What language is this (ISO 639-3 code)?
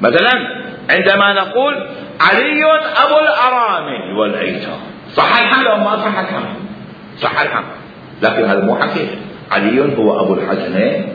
acm